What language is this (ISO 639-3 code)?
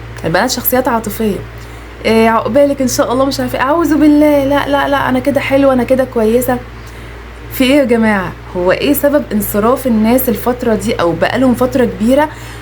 arz